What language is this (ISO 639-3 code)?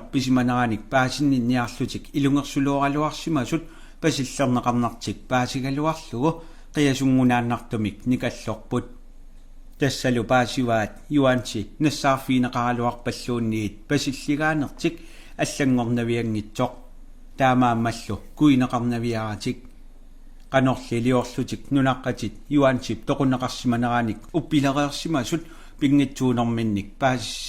kal